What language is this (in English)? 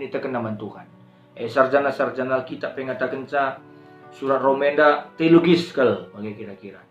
Batak Karo